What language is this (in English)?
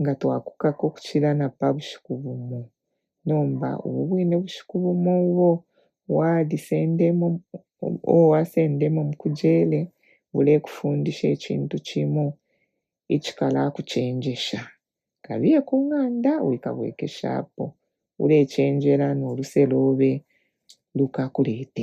Bemba